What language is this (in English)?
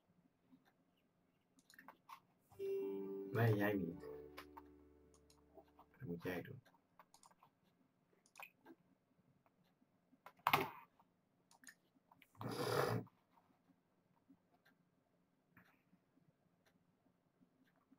Dutch